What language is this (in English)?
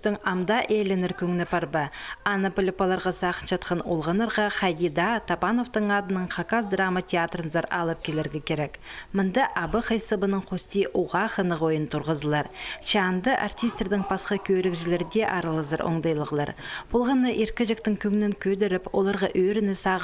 Khakas